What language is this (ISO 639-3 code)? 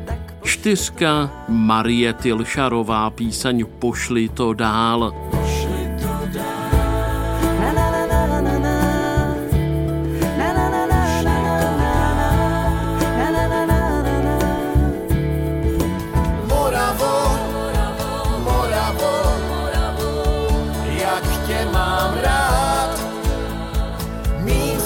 ces